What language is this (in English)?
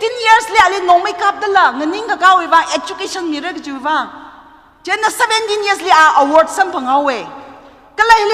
Tangkhul Naga (India)